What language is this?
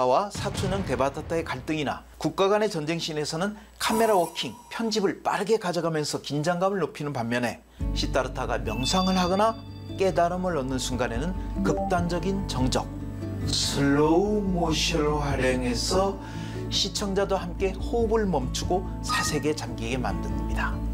Korean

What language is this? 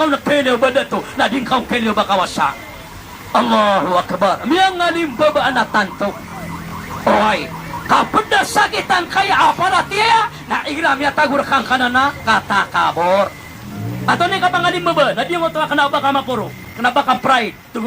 Maranao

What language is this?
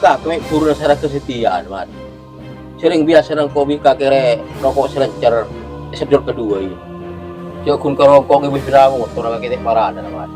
Madurese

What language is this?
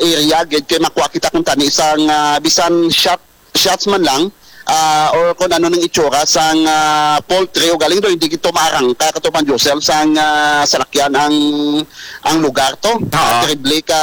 Hiligaynon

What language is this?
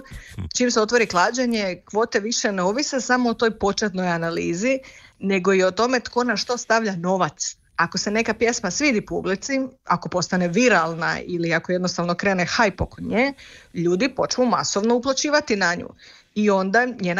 Croatian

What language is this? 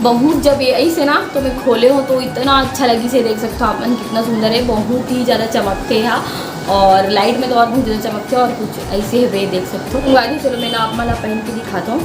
Chhattisgarhi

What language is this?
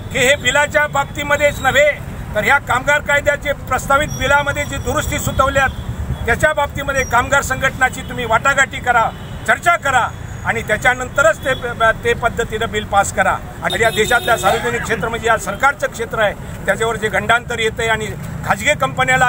Marathi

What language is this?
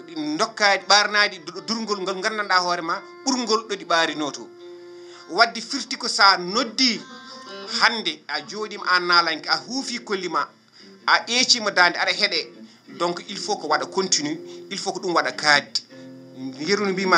Fula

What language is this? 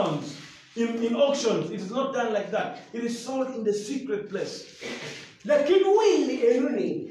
Acoli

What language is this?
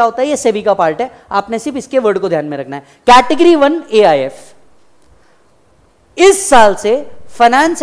Hindi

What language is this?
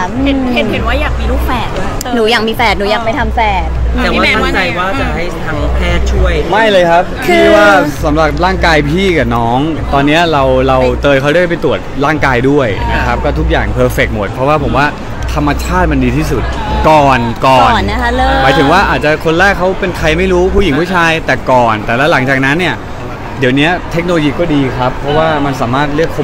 Thai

